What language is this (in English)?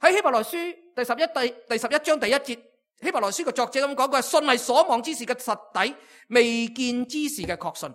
Cantonese